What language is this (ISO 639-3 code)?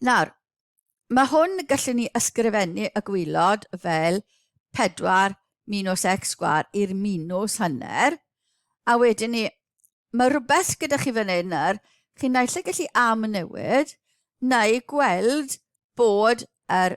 cym